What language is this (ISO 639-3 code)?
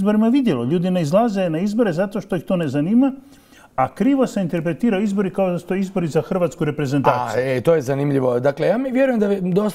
hrv